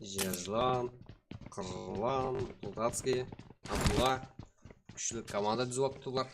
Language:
Kara-Kalpak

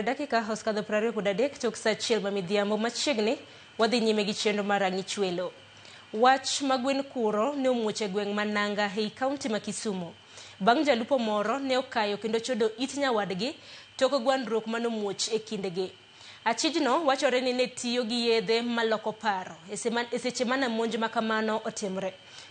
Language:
Luo (Kenya and Tanzania)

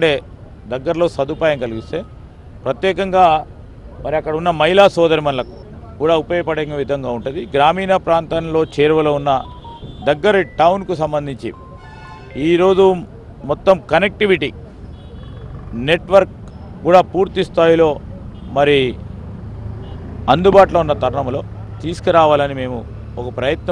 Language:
Telugu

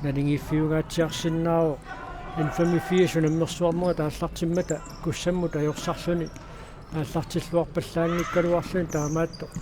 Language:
Kalaallisut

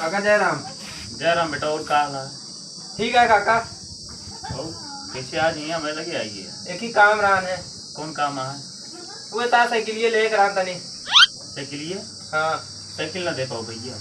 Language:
Awadhi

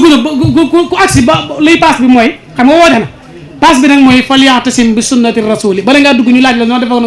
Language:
Wolof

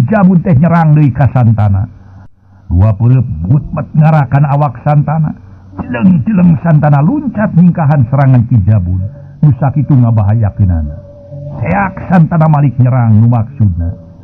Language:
Sundanese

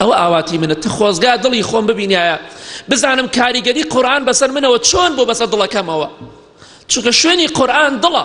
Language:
Central Kurdish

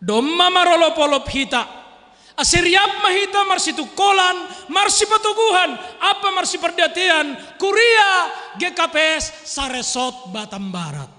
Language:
Batak Simalungun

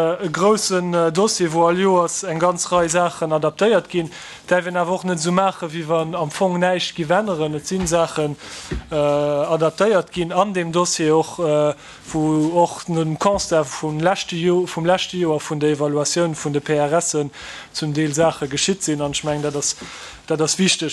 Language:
Luxembourgish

